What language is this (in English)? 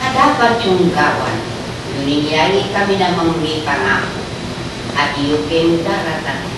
Pampanga